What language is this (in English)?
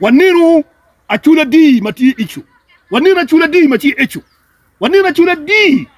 Acoli